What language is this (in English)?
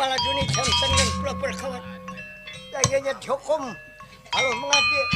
Banjar